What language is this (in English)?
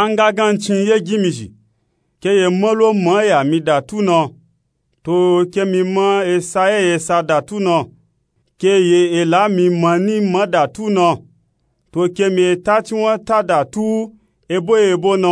Nupe-Nupe-Tako